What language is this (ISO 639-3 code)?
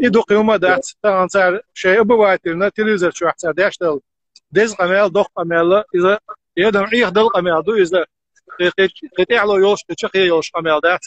che